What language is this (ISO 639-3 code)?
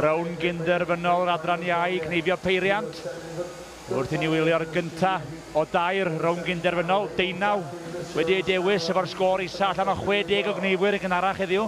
cym